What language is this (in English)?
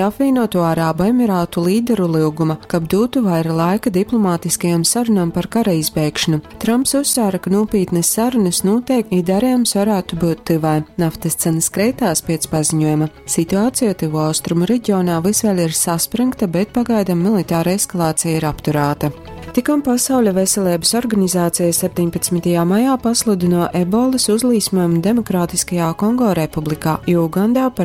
Latgalian